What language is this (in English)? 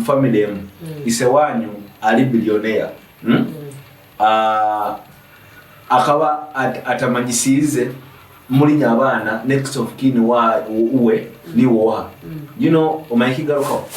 Nyoro